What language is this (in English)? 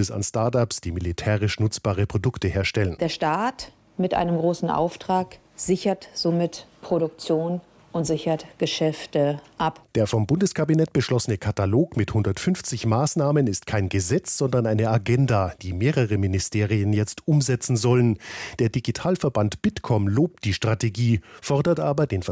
German